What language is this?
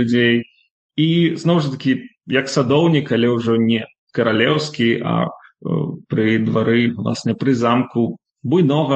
Belarusian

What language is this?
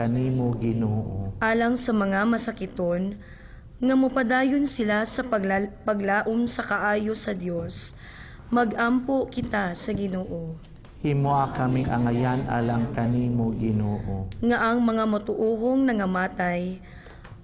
Cebuano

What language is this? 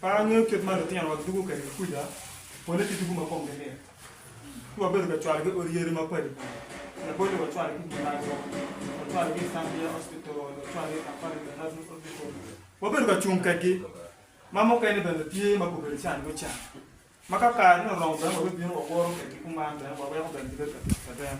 Acoli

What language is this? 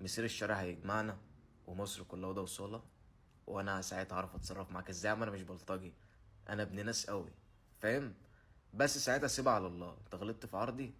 Egyptian Arabic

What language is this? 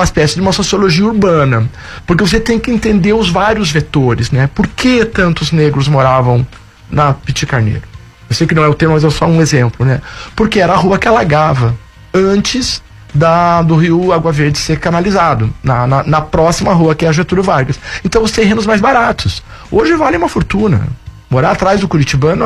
Portuguese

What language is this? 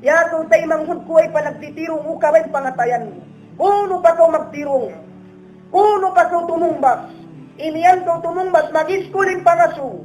Tausug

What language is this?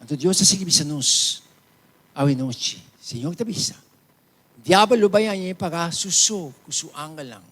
Papiamento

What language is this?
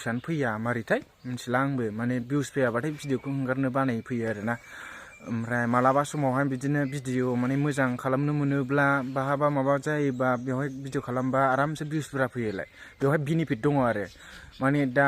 Bodo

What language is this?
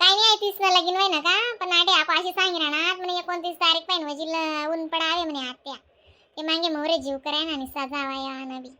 Khandesi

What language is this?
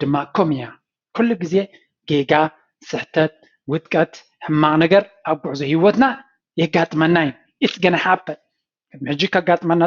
Tigrinya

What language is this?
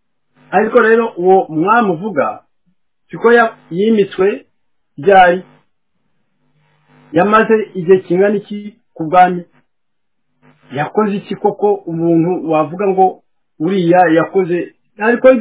Kinyarwanda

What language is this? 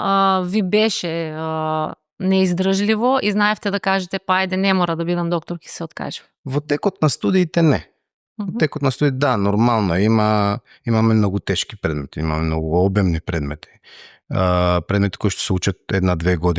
Macedonian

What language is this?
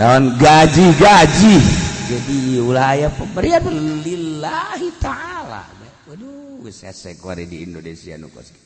Sundanese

